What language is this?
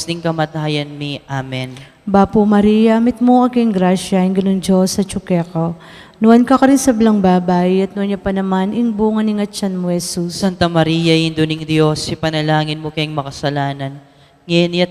Pampanga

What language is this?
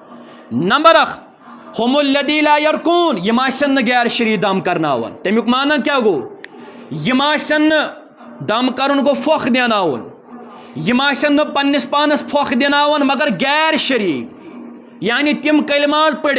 Kashmiri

